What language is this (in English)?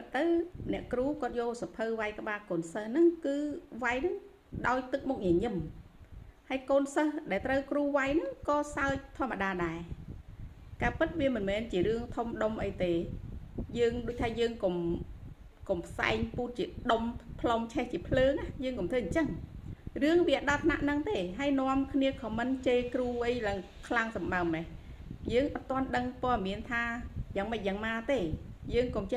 Khmer